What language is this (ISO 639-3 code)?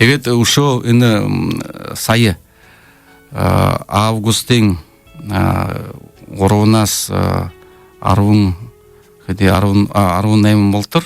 bua